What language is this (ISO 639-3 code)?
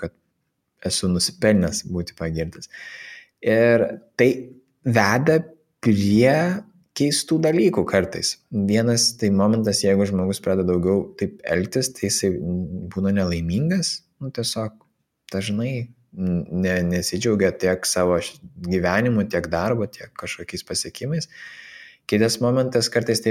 lit